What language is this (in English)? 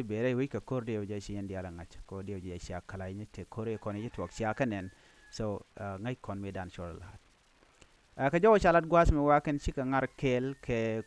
Nuer